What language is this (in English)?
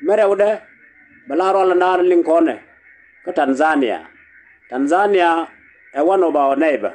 Nuer